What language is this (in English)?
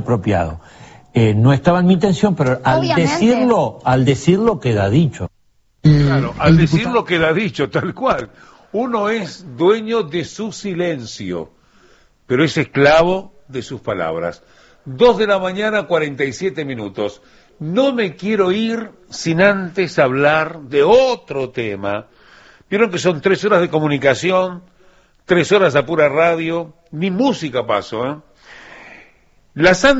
Spanish